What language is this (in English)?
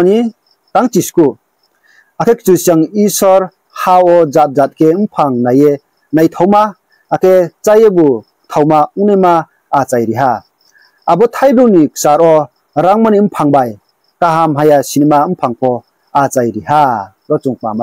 Riang (India)